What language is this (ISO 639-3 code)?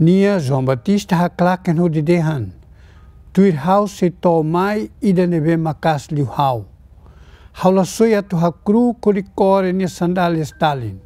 tet